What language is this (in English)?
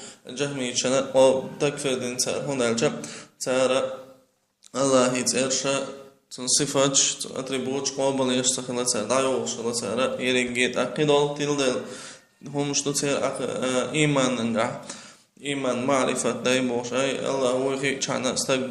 Chechen